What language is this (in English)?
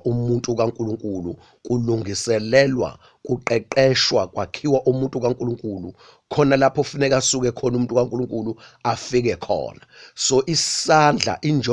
Zulu